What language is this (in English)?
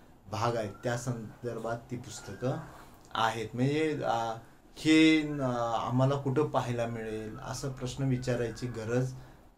Marathi